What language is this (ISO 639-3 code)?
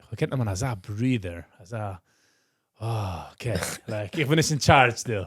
yid